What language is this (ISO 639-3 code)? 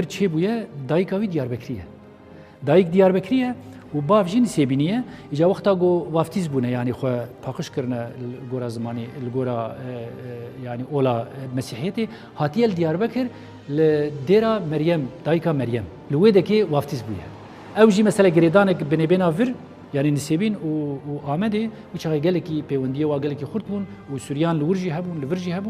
kur